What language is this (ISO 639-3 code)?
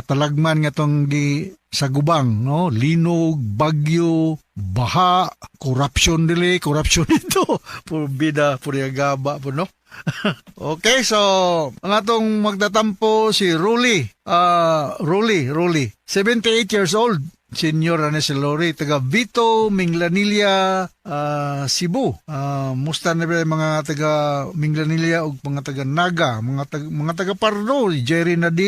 ceb